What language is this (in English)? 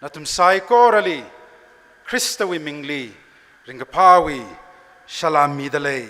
Tangkhul Naga (India)